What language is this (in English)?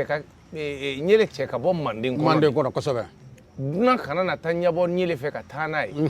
Bambara